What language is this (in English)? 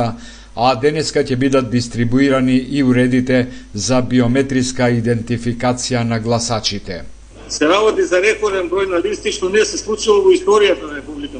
Macedonian